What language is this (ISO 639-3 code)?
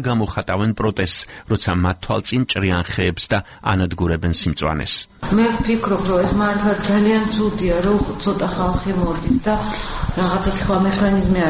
kat